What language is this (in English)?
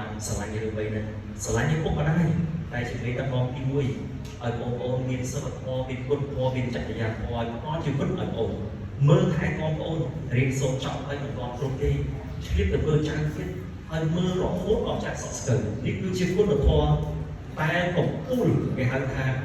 Khmer